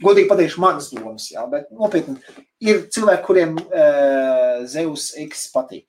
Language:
Latvian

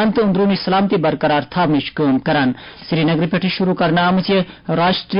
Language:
Kashmiri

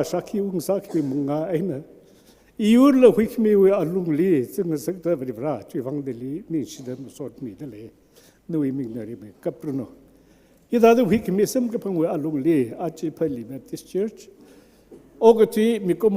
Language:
Tangkhul Naga (India)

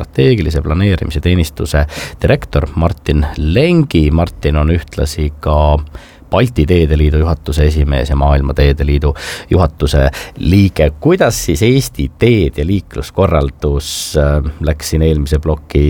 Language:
Estonian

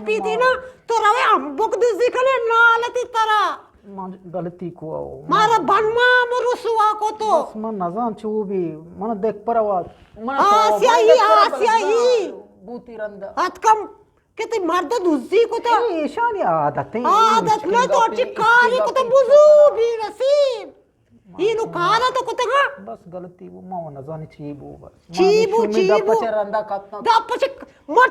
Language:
Eastern Balochi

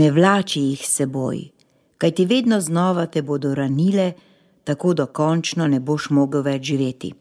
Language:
Slovenian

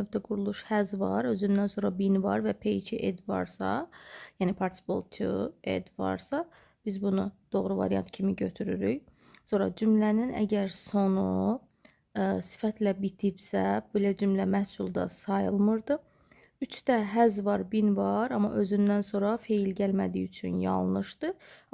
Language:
Azerbaijani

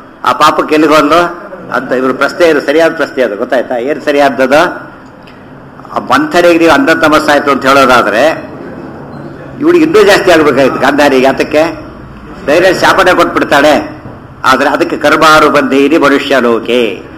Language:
Kannada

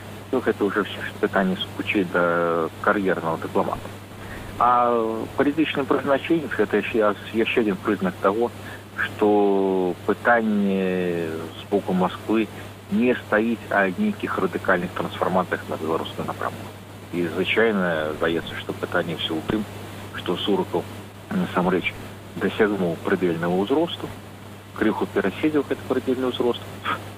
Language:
Belarusian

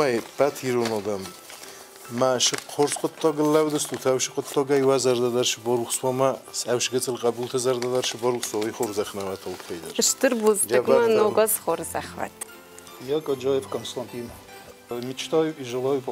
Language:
Ossetic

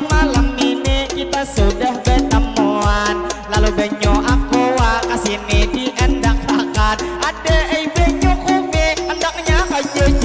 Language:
Banjar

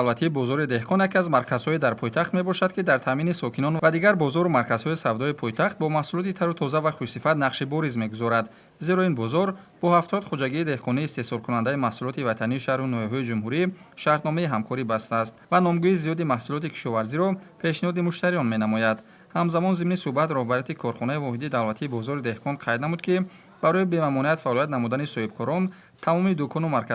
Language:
Tajik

